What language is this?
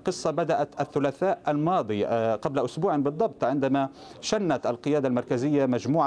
Arabic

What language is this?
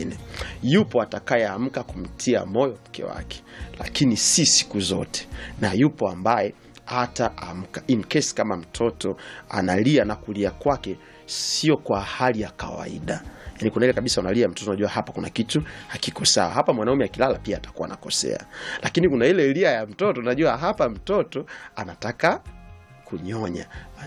Swahili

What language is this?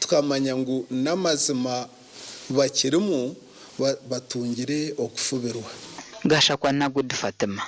Nyankole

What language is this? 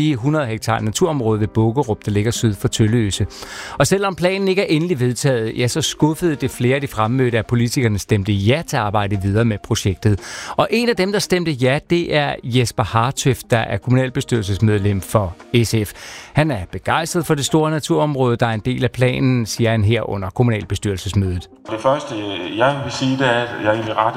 Danish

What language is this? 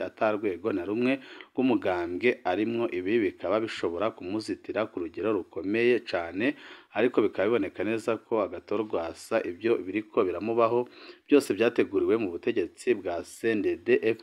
Rundi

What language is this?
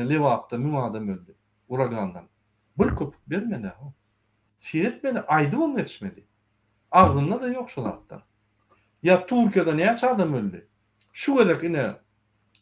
Turkmen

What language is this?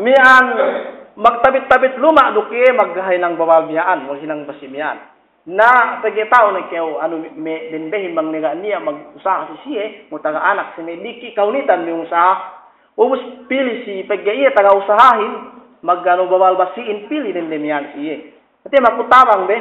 Yakan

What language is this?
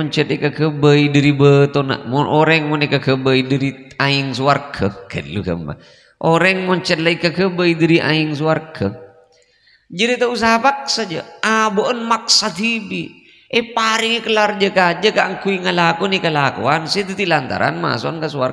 Madurese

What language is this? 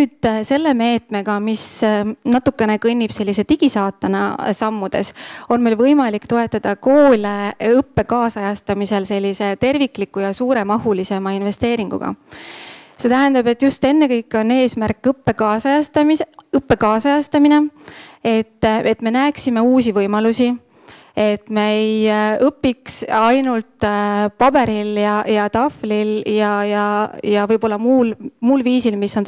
Estonian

